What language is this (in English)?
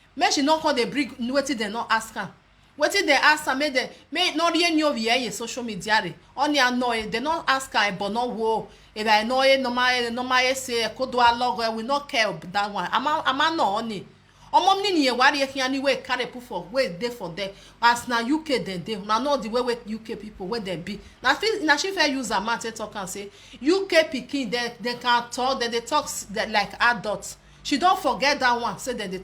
Nigerian Pidgin